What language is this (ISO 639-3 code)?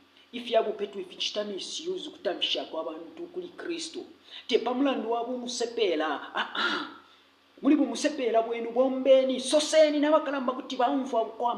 bem